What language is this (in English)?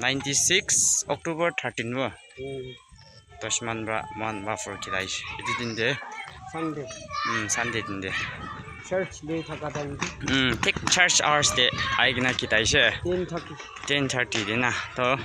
Naga Pidgin